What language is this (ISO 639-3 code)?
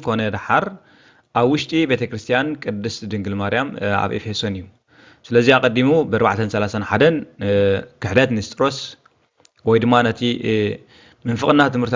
tir